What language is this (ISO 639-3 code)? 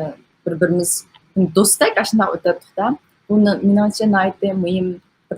uig